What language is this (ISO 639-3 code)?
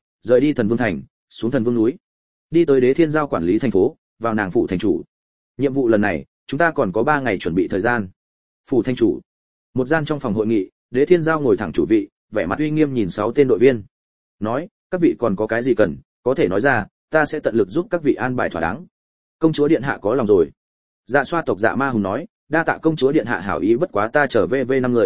vie